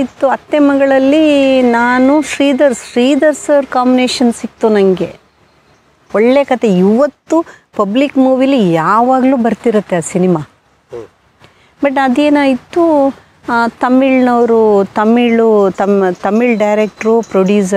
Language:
Kannada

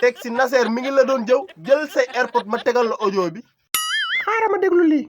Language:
Wolof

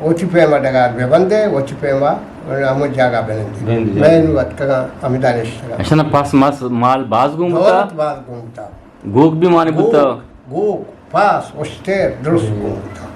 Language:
Eastern Balochi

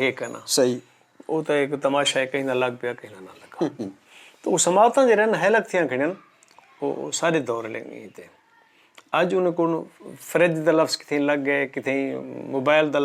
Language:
Saraiki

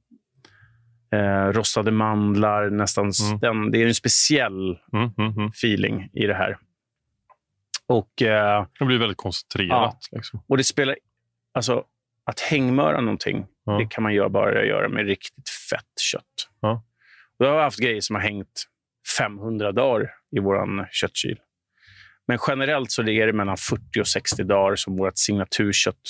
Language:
Swedish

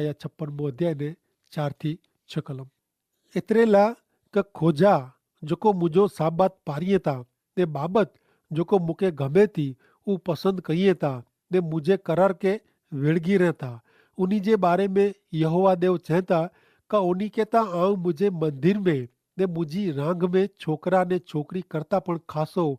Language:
Kachhi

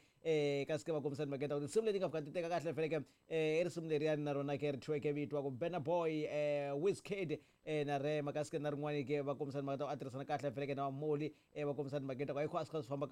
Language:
Tsonga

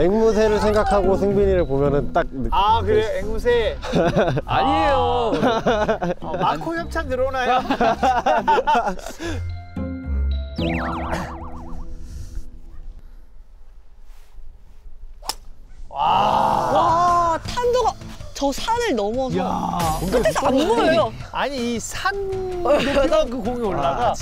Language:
Korean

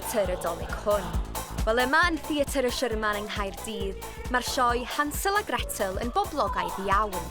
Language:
Welsh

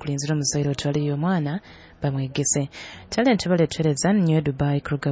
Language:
Nyoro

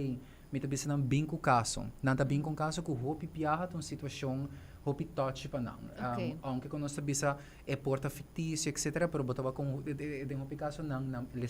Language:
Papiamento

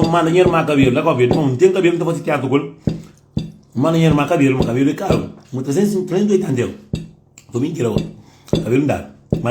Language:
Kabuverdianu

